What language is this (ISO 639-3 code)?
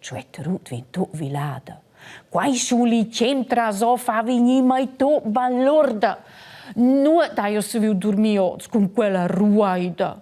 roh